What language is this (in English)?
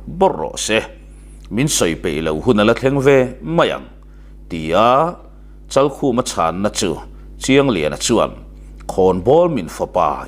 Mizo